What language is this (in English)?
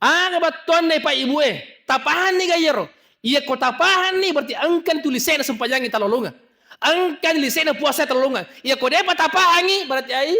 Buginese